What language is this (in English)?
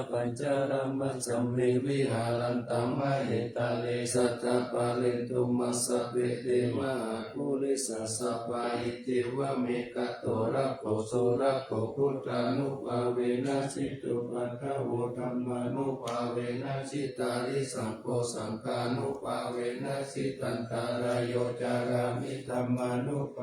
Pali